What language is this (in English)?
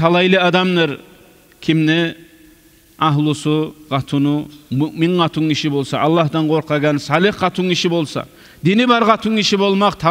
Kumyk